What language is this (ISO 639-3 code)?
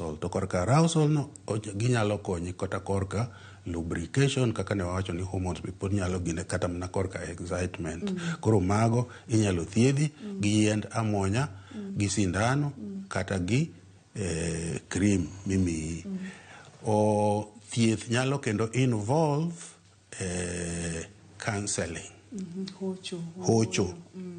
luo